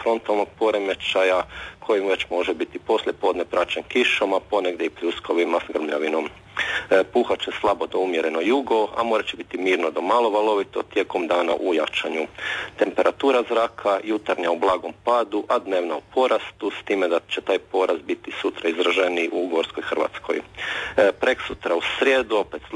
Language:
Croatian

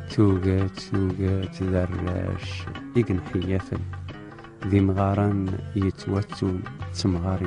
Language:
Kabyle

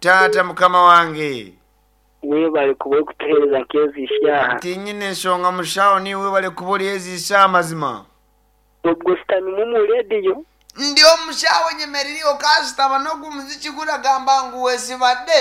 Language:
Nyankole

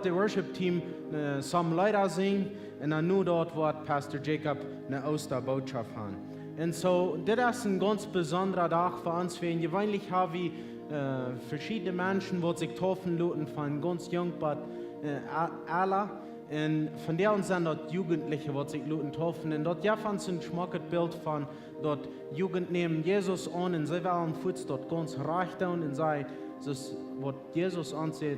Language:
Plautdietsch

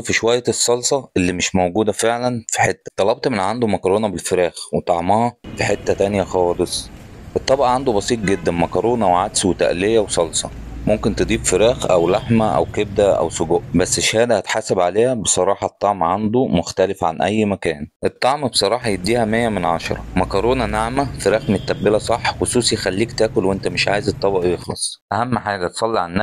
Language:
Egyptian Arabic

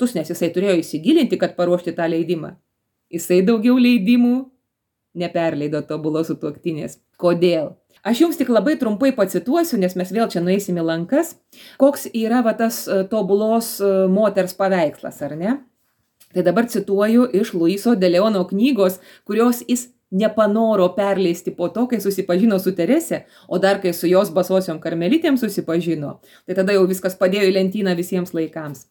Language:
Lithuanian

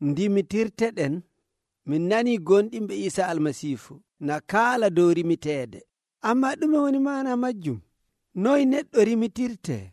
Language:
Nigerian Fulfulde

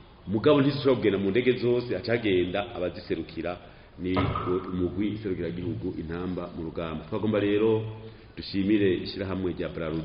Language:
Rundi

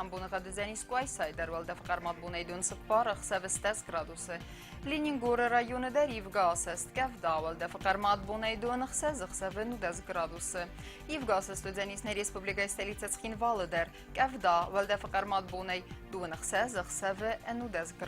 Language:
Ossetic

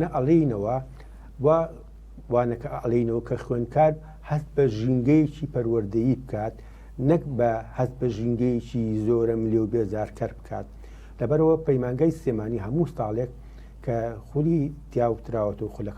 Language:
Central Kurdish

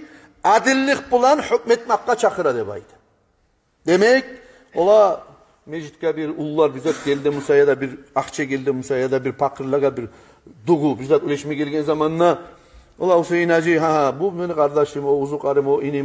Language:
Kumyk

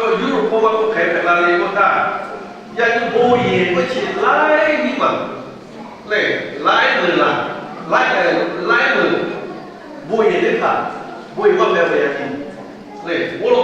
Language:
Lahu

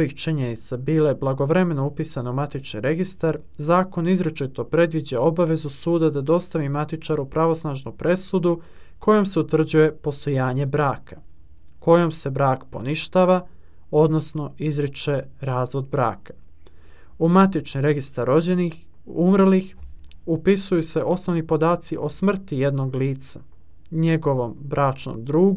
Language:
Serbian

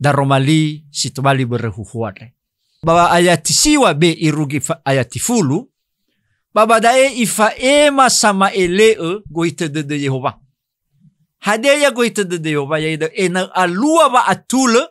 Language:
Nias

